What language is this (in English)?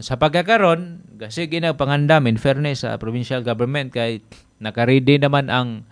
Cebuano